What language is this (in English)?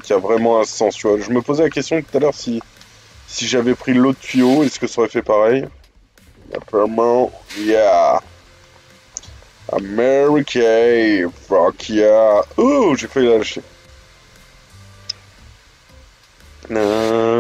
French